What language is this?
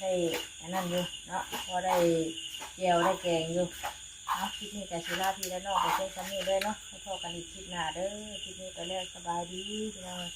Northeastern Thai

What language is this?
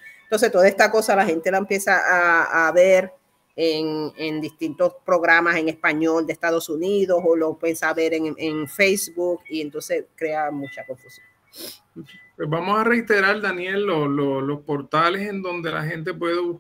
Spanish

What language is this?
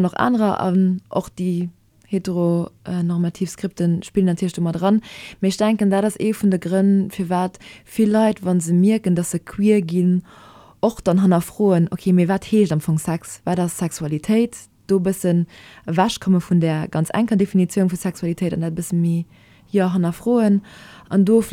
Luxembourgish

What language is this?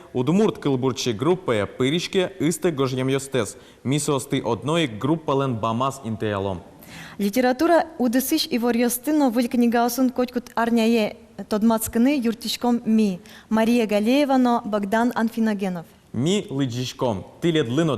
Udmurt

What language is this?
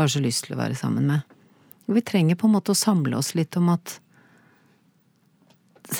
Norwegian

